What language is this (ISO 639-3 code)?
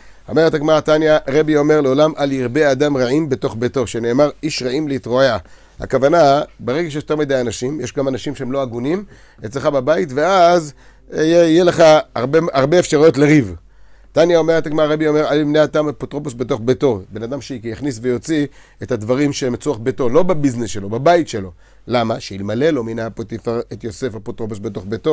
heb